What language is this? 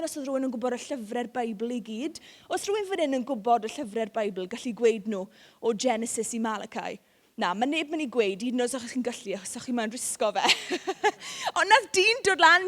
Welsh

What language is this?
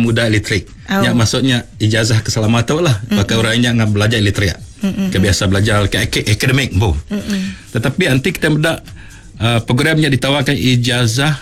Iban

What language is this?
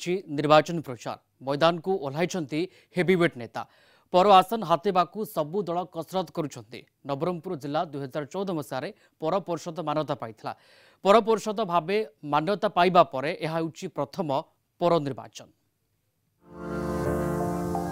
Odia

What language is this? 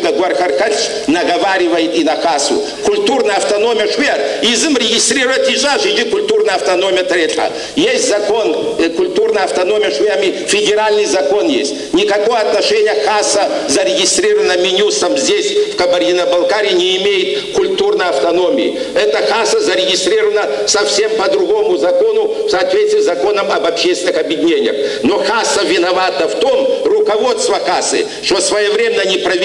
Kabardian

